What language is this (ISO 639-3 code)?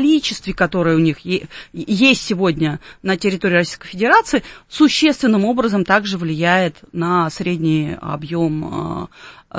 rus